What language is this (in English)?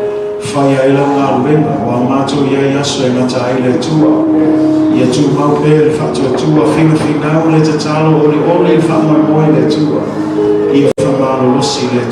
Samoan